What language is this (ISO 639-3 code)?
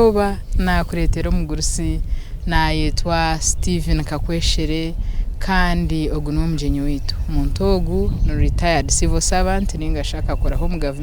nyn